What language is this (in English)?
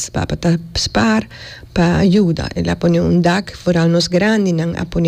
Papiamento